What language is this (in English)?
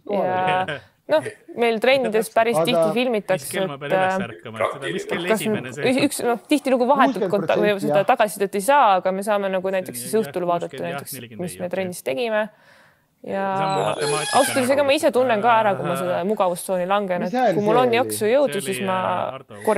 Estonian